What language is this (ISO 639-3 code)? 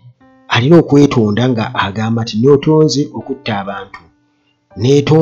lug